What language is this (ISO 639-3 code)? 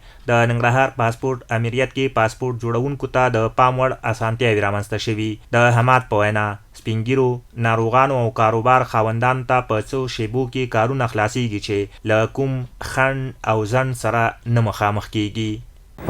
pus